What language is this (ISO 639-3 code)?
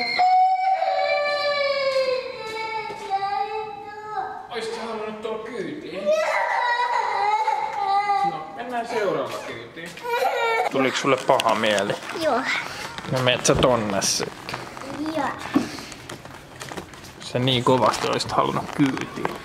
fin